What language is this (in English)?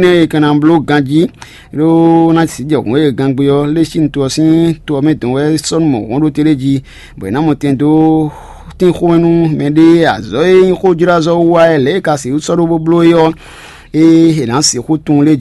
Fon